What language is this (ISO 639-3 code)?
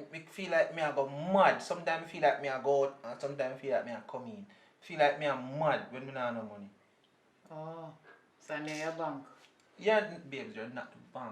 jam